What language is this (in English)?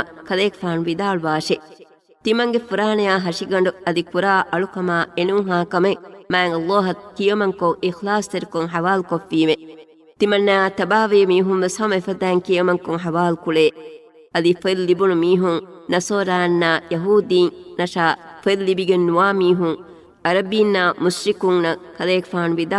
Divehi